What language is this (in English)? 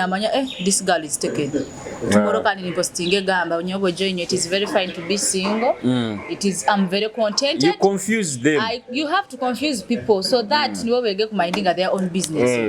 Nyoro